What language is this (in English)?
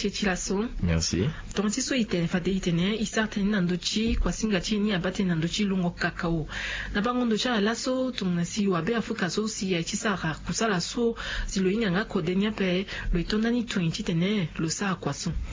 Sango